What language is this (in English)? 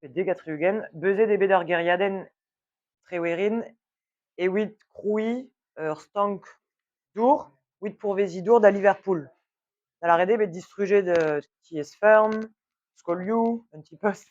Breton